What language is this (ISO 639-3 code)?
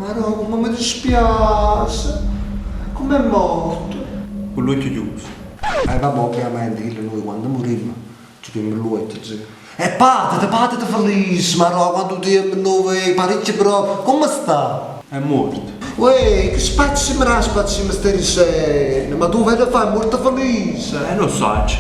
nap